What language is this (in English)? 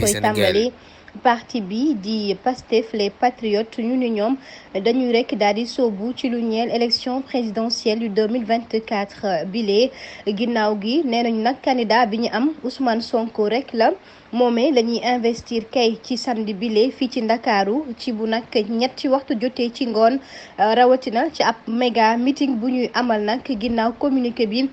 Wolof